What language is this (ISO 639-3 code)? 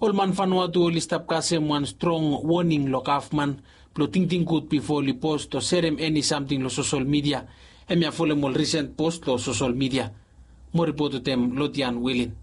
bis